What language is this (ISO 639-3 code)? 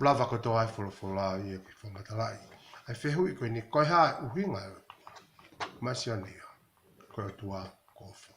ton